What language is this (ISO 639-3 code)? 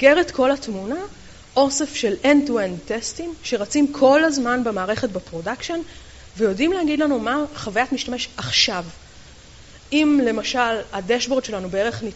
heb